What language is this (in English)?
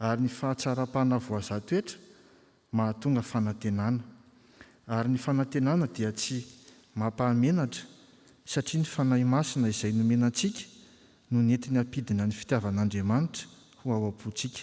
Malagasy